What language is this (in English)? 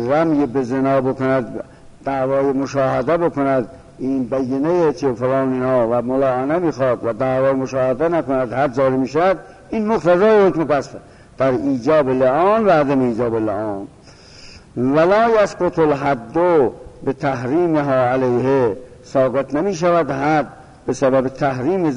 Persian